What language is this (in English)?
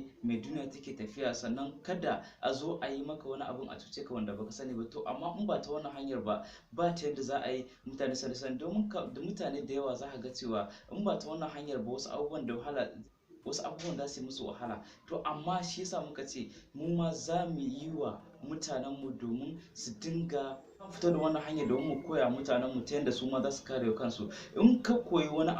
Hausa